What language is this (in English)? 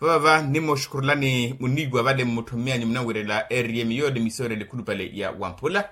Makhuwa